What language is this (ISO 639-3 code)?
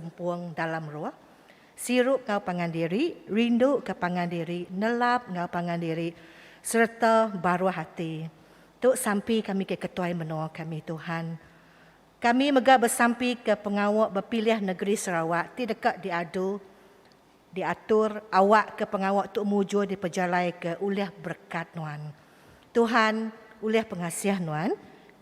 iba